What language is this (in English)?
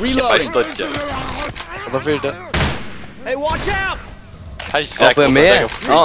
Faroese